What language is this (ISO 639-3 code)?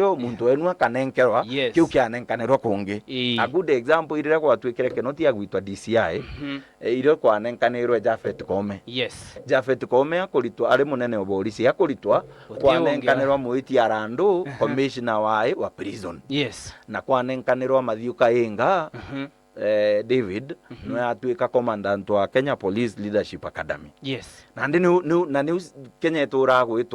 mer